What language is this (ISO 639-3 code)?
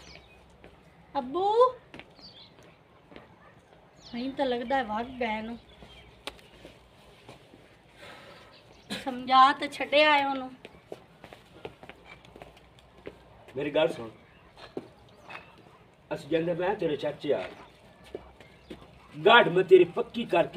pan